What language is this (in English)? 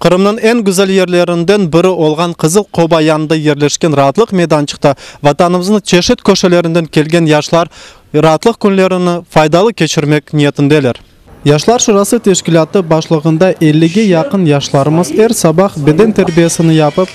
Crimean Tatar